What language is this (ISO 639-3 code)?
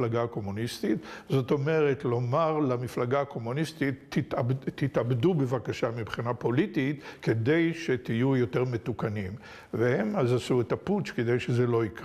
heb